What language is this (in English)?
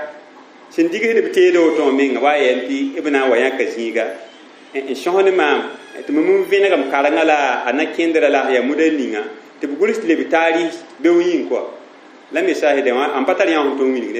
Mossi